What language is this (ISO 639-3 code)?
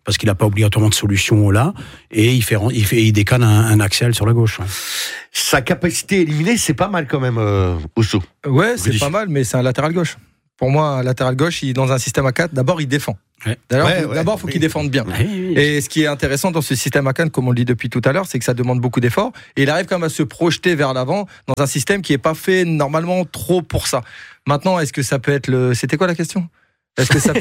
fra